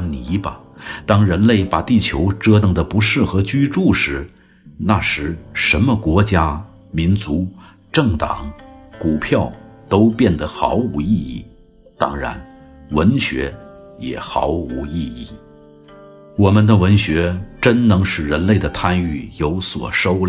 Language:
Chinese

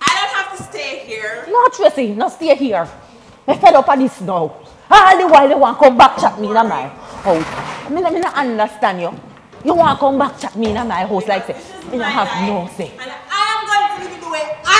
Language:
Jamaican Creole English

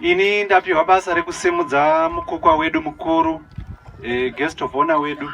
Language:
Shona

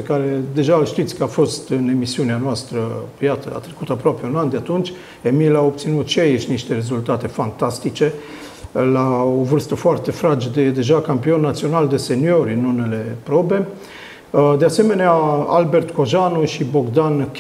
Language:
Romanian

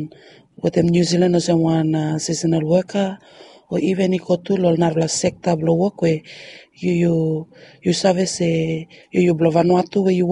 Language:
Bislama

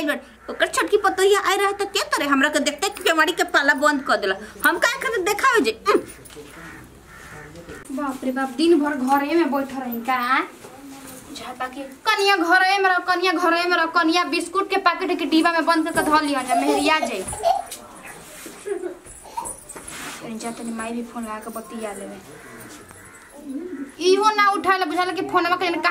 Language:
Bhojpuri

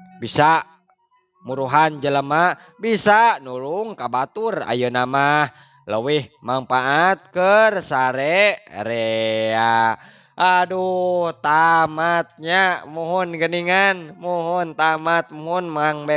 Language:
Sundanese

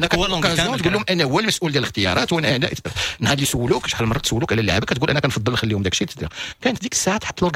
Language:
Moroccan Arabic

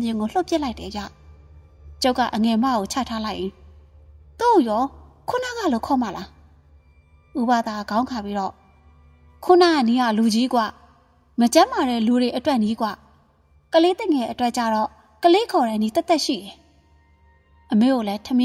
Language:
Burmese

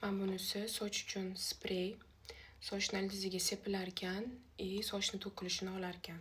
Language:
Uzbek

